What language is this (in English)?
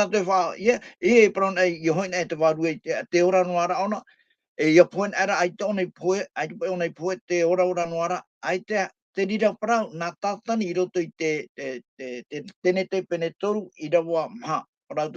Tahitian